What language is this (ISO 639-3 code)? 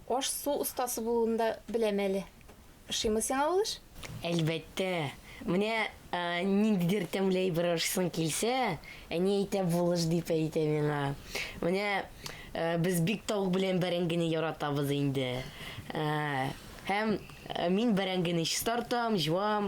tat